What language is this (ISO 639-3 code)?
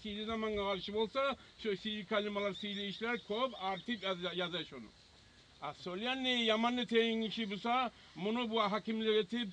kum